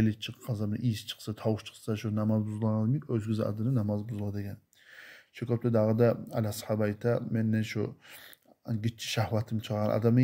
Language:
Kumyk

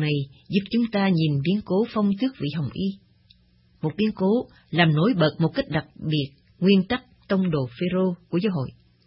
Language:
Vietnamese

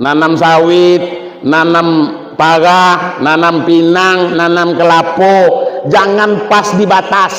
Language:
Minangkabau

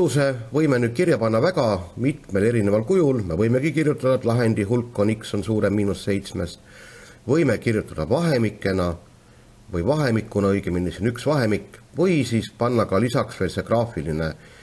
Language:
Estonian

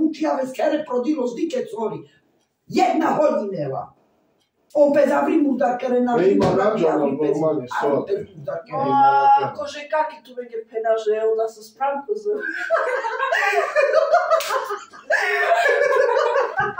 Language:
Slovak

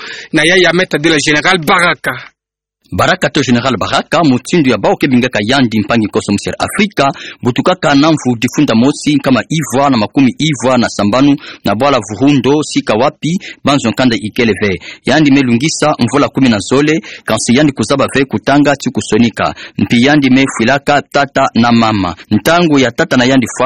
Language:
Kituba (Democratic Republic of Congo)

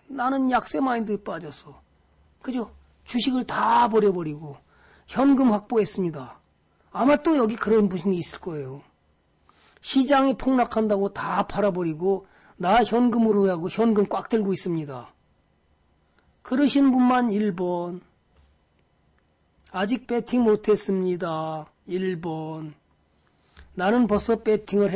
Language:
Korean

